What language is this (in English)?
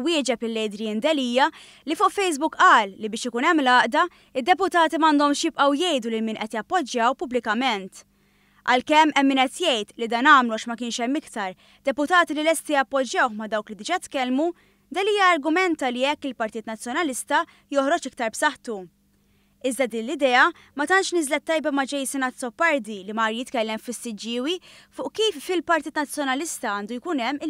Maltese